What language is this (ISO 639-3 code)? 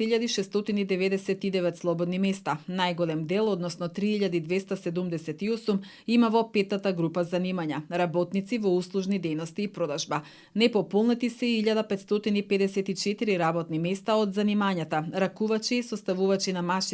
mkd